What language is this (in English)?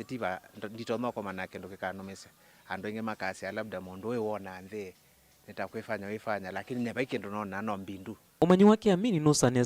Kamba